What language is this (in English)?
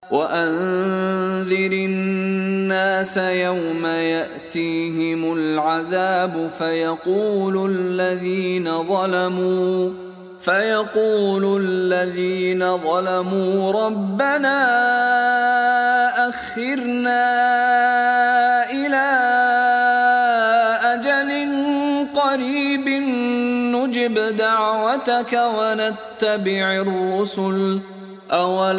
Arabic